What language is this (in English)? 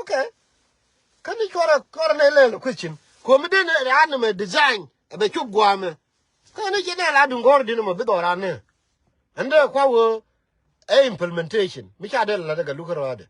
Nuer